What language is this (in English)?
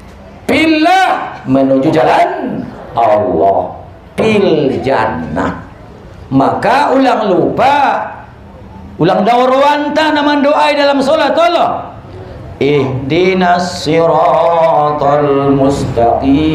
Batak Mandailing